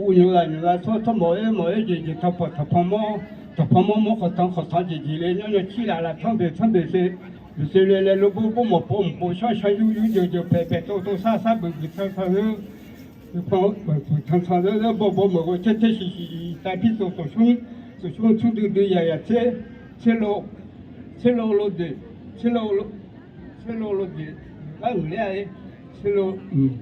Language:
Akha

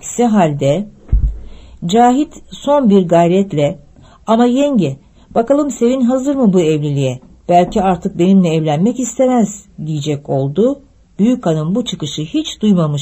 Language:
Turkish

